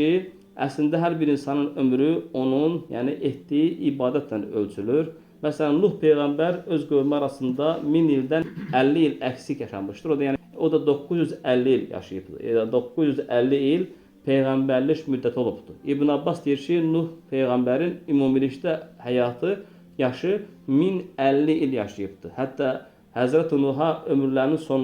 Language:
Azerbaijani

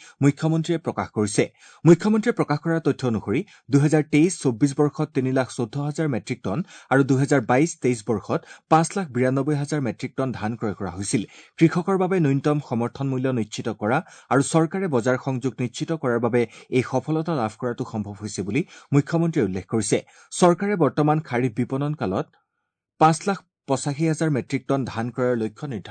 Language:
Assamese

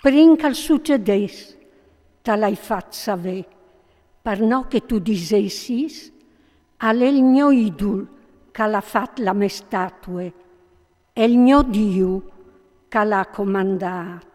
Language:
Friulian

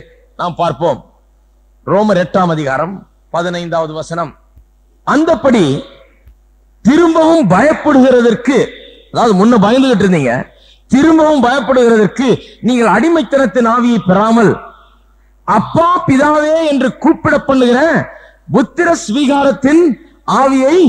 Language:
Tamil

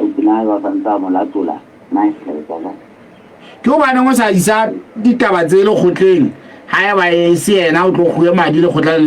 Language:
Southern Sotho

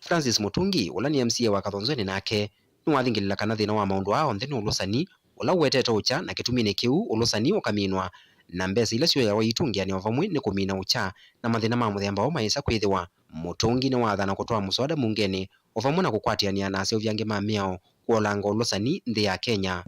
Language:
Kamba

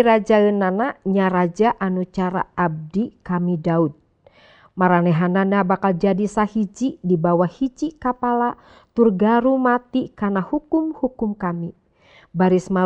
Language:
Sundanese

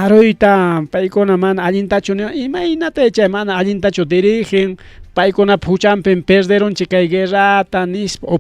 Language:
Ayacucho Quechua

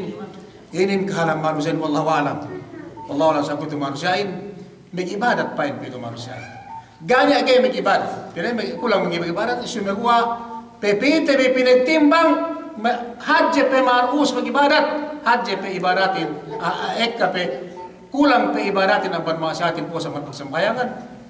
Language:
Yakan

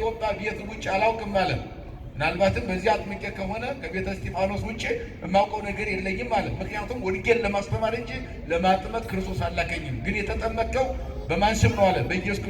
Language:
Amharic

